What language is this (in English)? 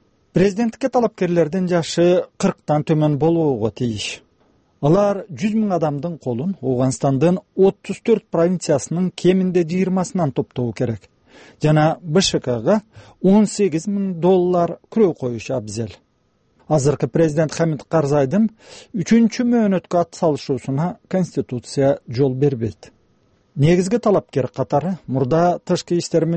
Kyrgyz